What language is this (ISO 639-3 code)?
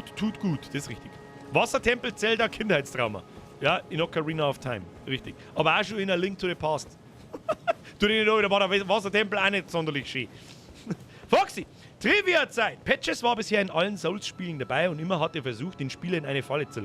bar